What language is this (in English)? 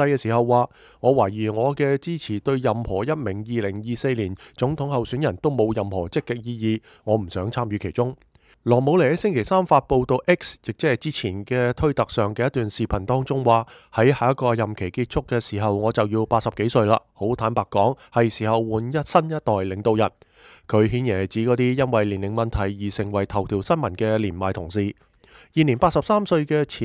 Cantonese